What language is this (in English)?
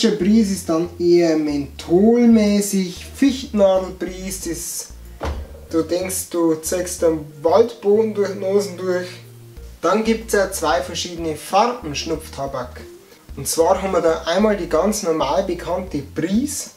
Bavarian